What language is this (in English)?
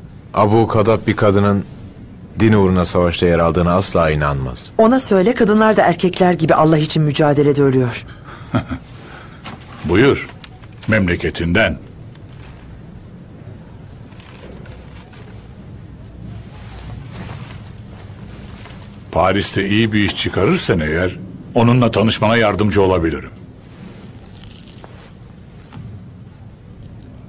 Turkish